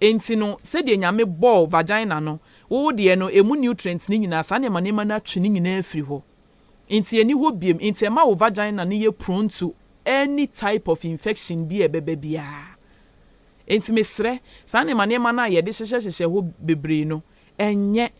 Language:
Akan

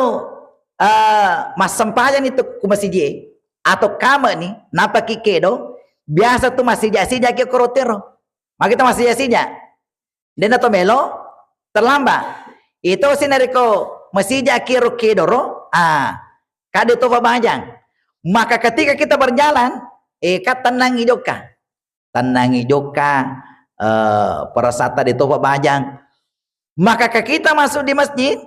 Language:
Buginese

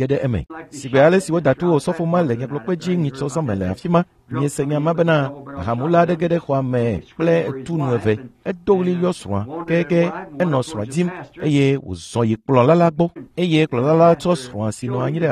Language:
Ewe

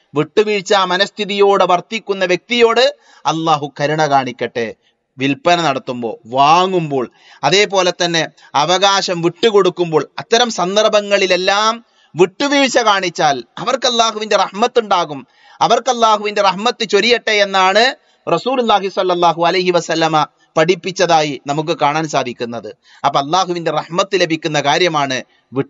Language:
Malayalam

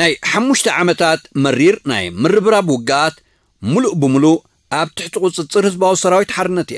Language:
Tigrinya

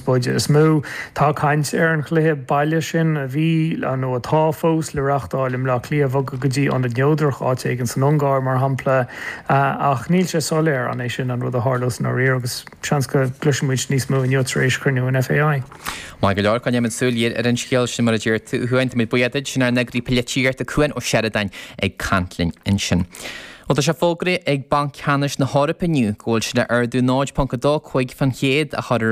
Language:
Irish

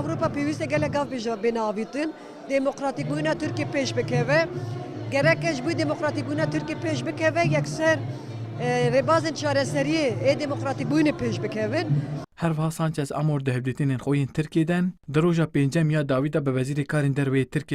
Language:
Kurdish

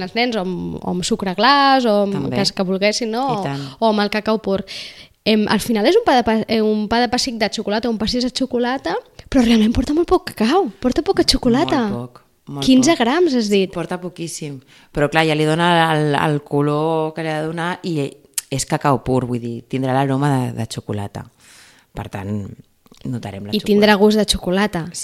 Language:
Catalan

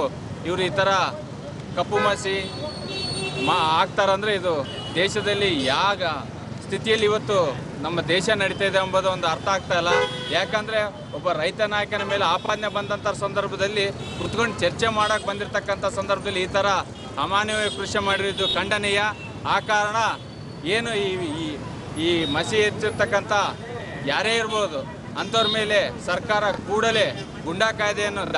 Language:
Kannada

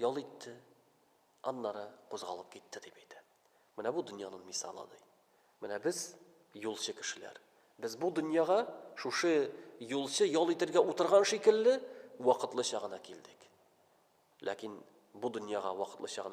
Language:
Tatar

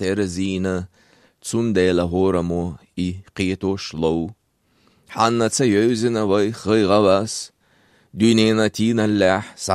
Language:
Chechen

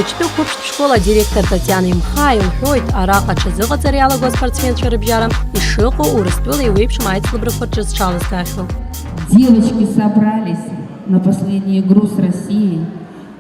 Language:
Abkhazian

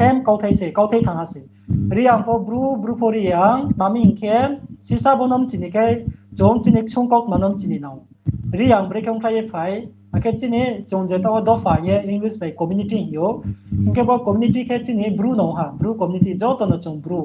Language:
Riang (India)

